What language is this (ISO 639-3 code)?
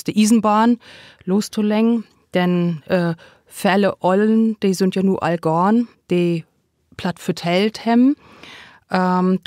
nds